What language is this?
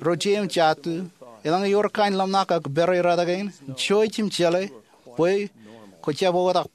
Marshallese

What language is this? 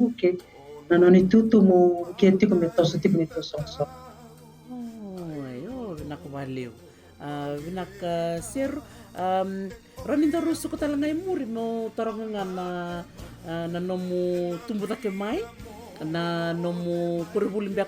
Fijian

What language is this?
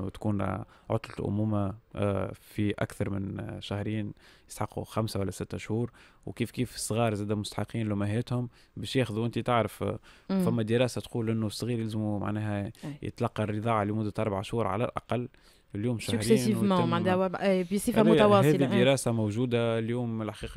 Tunisian Arabic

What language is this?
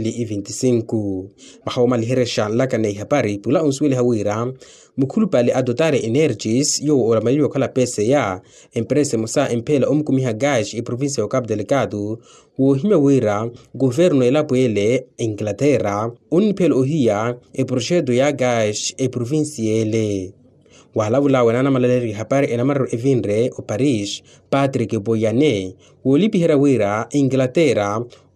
Makhuwa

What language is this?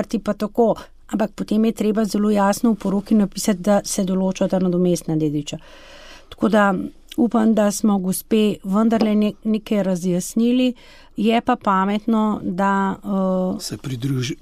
Slovenian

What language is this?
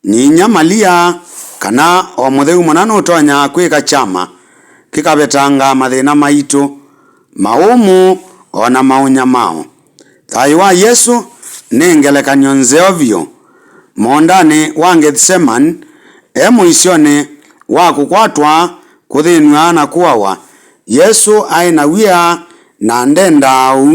Kamba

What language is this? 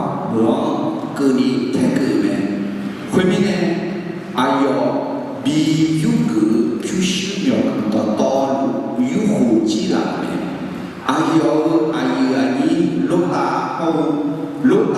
Akha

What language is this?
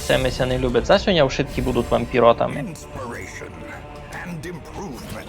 Rusyn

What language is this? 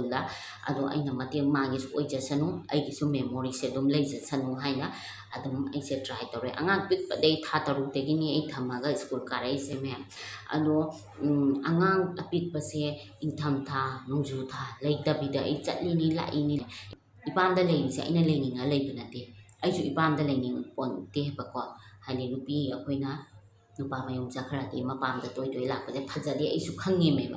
Manipuri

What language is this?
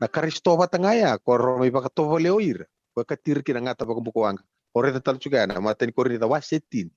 Fijian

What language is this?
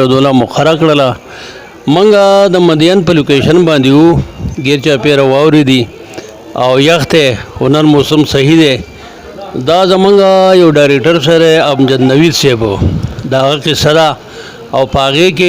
Pashto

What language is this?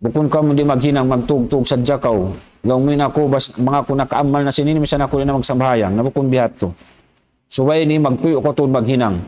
Tausug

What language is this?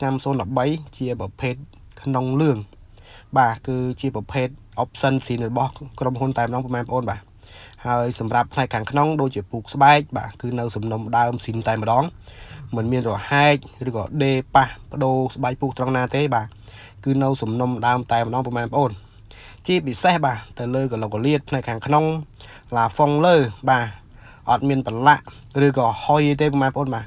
Khmer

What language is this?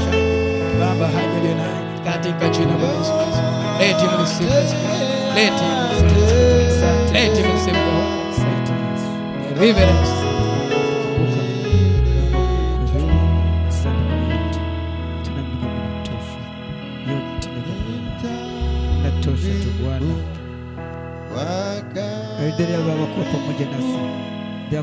Swahili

